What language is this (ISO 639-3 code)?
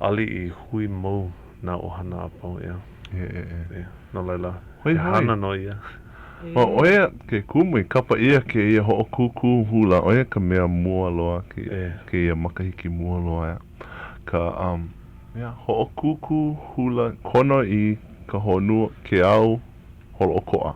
haw